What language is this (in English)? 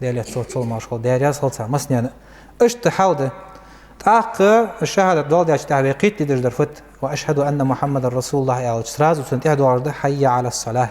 Ingush